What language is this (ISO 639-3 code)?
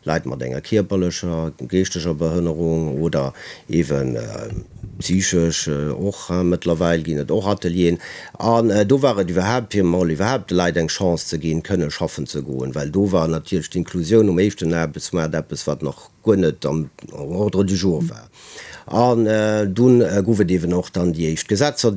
ltz